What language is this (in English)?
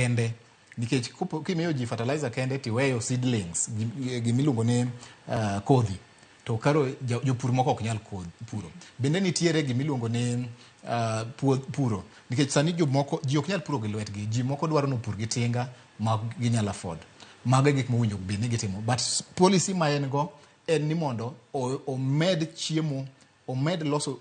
Luo (Kenya and Tanzania)